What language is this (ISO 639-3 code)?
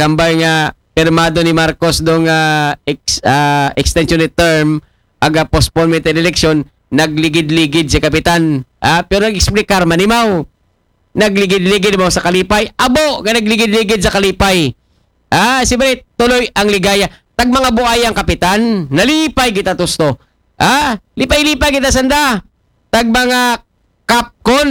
akl